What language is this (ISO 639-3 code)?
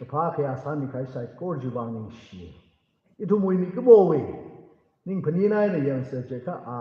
nmf